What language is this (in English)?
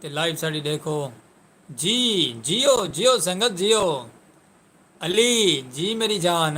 Saraiki